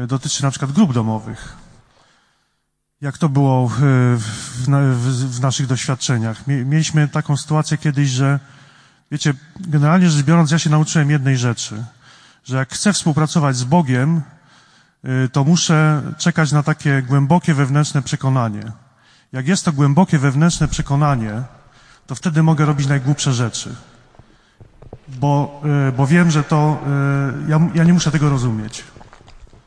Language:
Polish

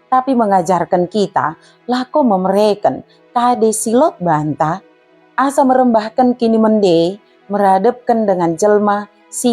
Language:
Batak Dairi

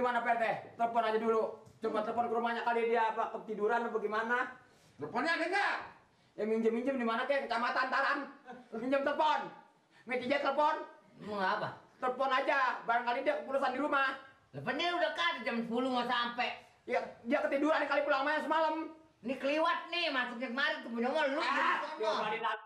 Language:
Betawi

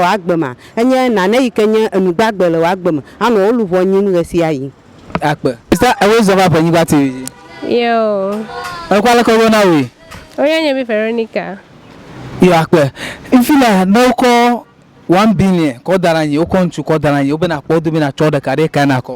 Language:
Ewe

